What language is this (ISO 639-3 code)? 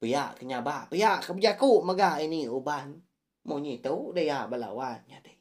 iba